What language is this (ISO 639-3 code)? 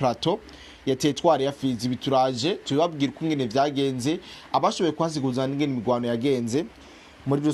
run